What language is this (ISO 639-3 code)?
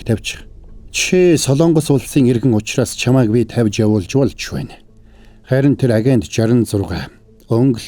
mon